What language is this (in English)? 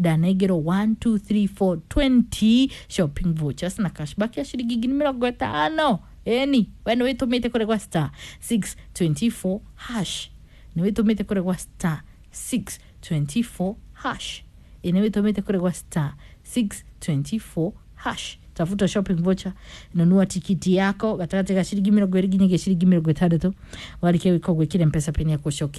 Kikuyu